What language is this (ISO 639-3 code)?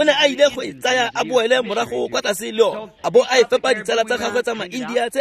tsn